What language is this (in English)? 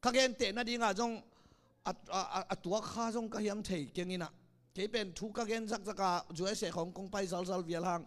Tedim Chin